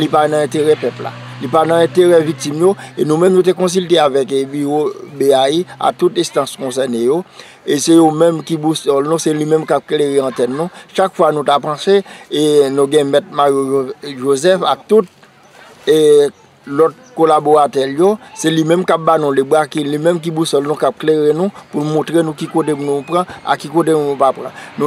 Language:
Haitian Creole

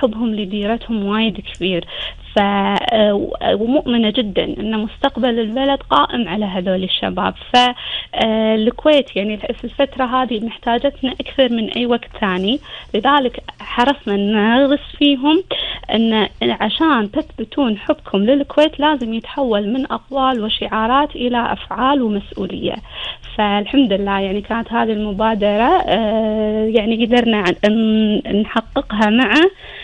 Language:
Gulf Arabic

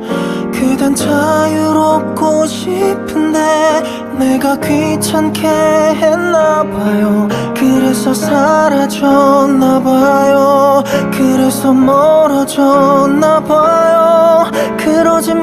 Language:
Korean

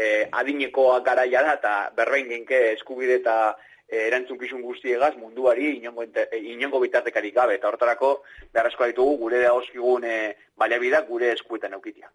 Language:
Basque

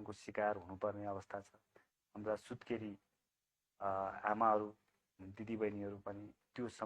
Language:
Nepali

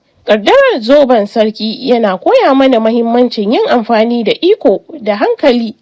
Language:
Hausa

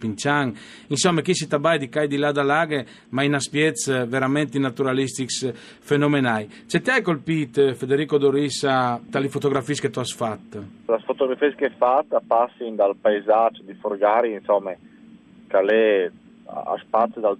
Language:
Friulian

